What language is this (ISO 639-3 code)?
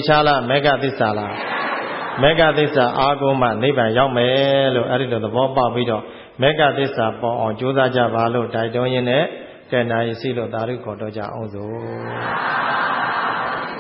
mya